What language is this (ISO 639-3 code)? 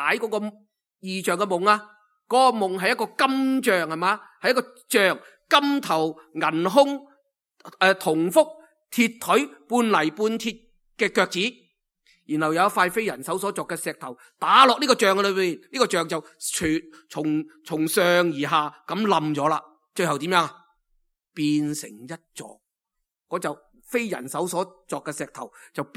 yue